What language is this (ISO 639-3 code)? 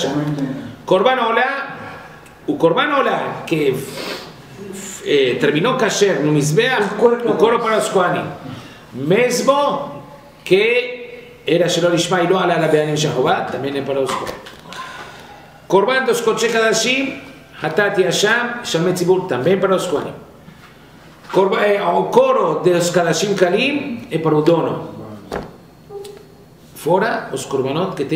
por